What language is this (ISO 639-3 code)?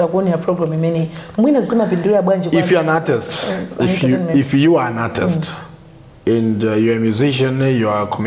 nya